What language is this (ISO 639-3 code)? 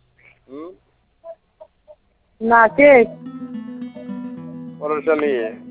ben